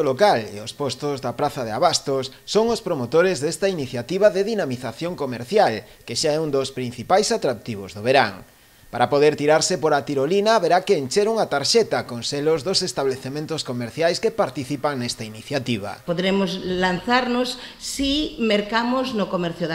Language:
Galician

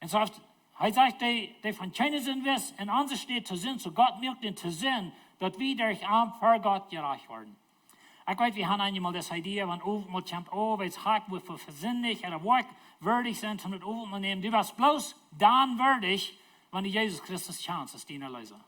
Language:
Plautdietsch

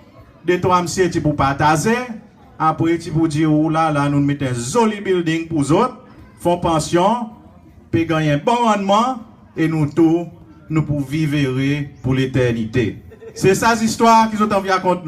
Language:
Seselwa Creole French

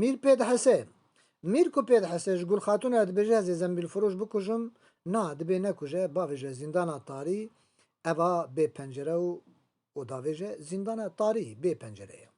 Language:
Kurdish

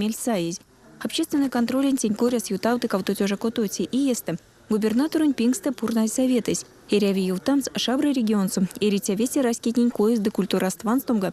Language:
Erzya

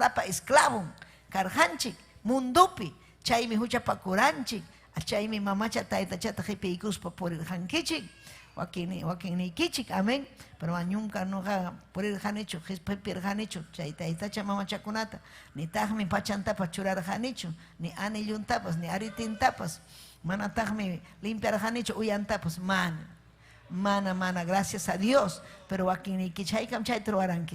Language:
Ayacucho Quechua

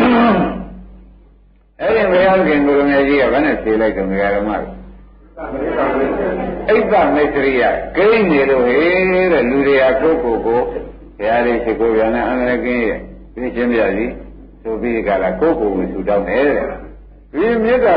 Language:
Burmese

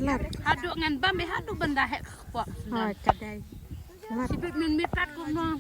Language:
Khasi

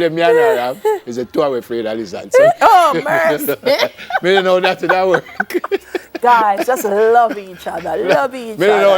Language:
Jamaican Creole English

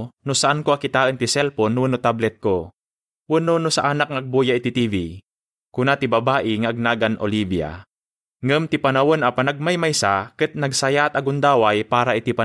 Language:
Iloko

